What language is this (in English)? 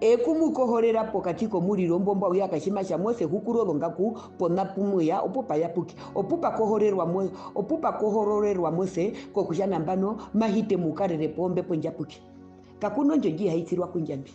Herero